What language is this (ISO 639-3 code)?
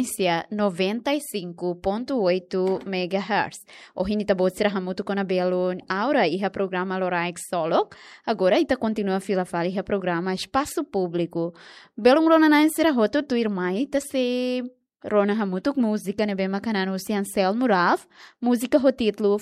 tet